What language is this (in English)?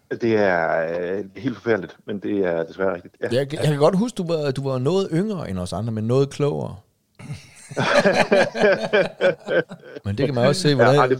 Danish